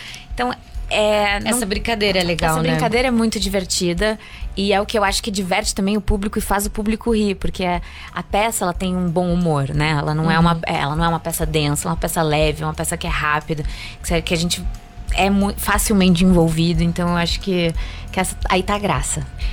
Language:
Portuguese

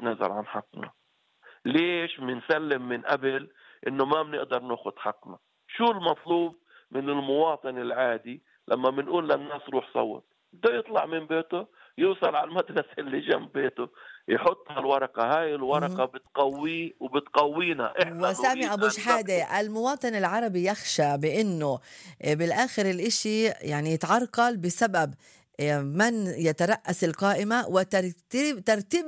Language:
North Levantine Arabic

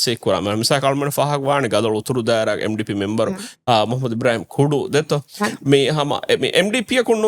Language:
Divehi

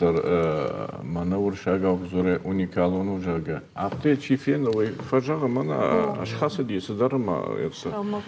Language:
Ossetic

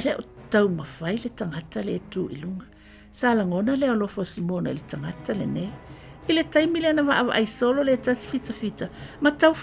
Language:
Samoan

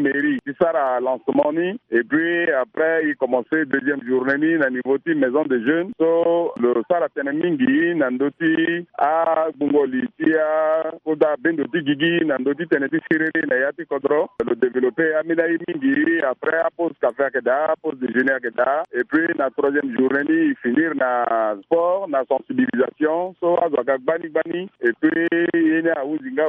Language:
Sango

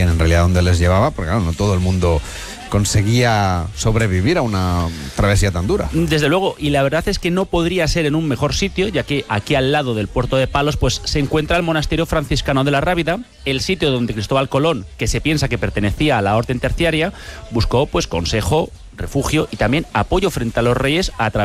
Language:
Spanish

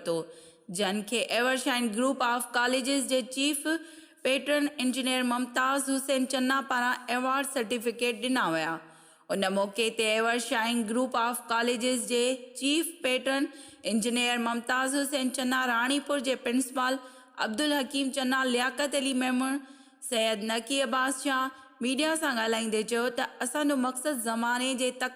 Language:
Sindhi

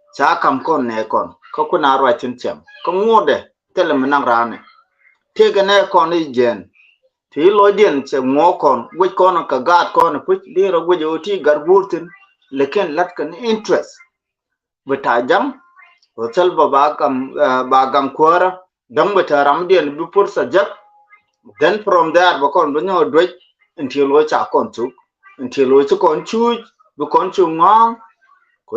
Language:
Nuer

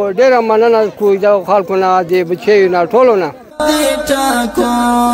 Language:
Pashto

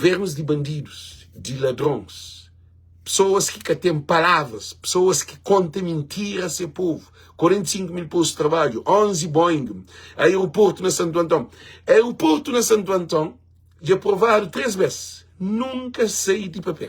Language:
Kabuverdianu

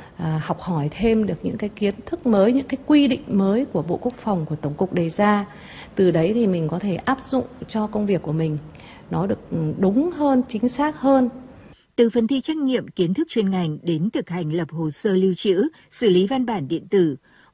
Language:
Vietnamese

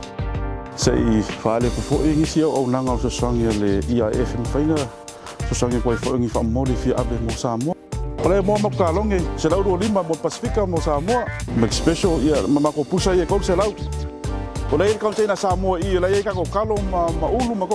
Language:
Samoan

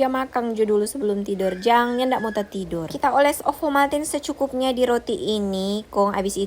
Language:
Manado Malay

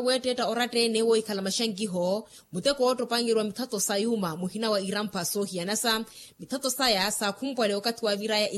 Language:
Makhuwa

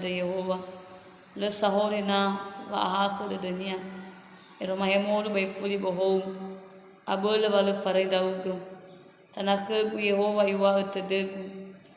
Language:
Nias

